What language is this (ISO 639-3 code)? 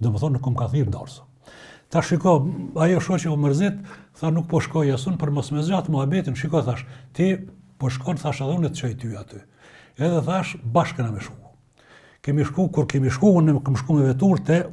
sqi